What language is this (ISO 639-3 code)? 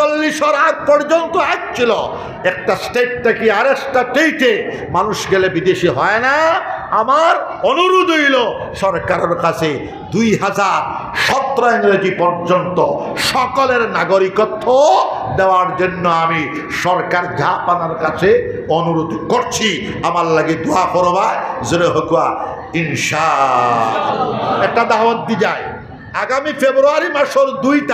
syl